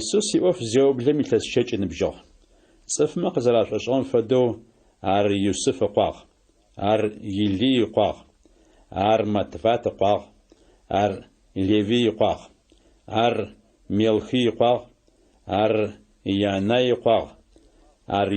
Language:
Adyghe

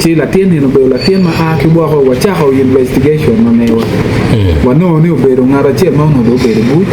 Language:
Acoli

